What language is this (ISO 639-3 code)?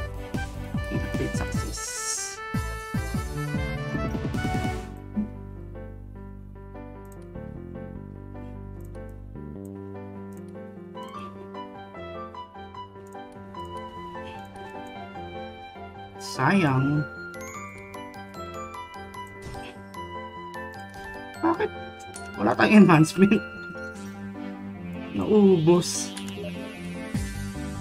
fil